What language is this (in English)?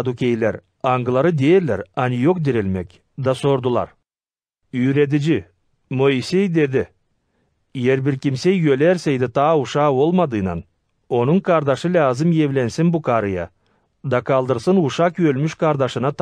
Gagauz